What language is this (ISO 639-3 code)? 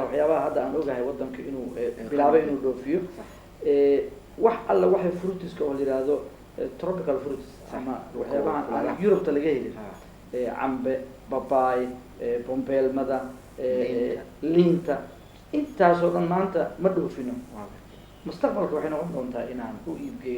som